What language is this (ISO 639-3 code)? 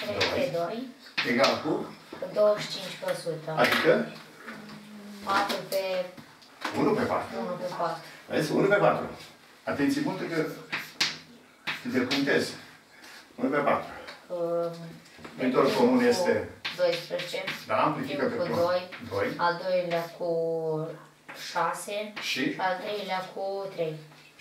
ron